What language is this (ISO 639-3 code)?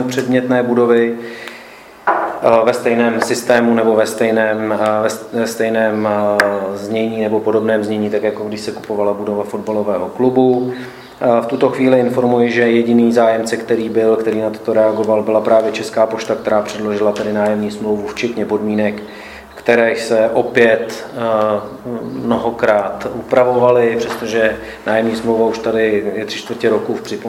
ces